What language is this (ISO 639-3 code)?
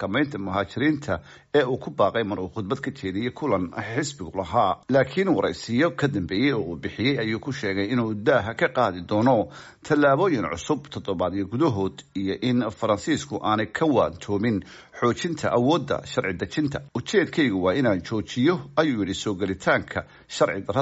som